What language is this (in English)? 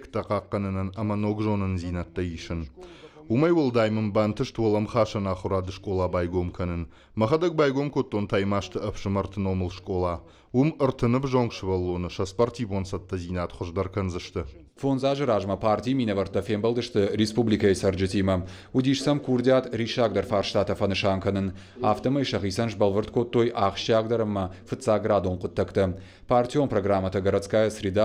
Ossetic